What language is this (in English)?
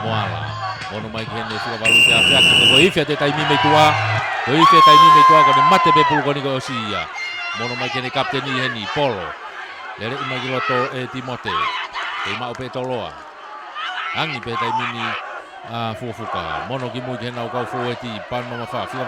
Tongan